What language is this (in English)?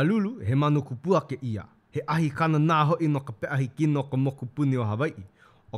Hawaiian